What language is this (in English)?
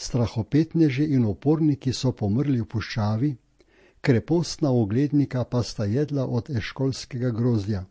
Slovenian